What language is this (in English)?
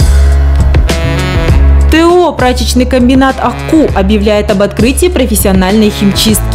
Russian